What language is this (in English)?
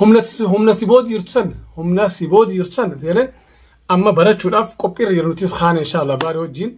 Oromo